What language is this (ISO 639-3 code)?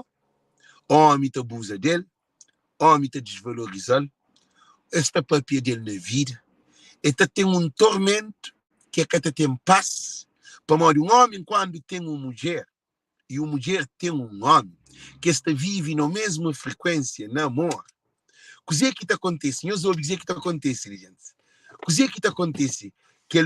kea